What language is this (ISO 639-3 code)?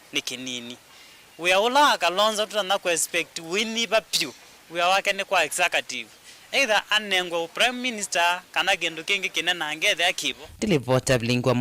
kam